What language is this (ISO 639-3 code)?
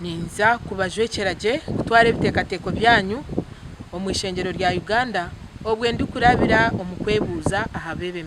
nyn